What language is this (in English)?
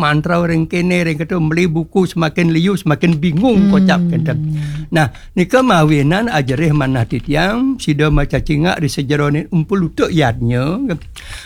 Balinese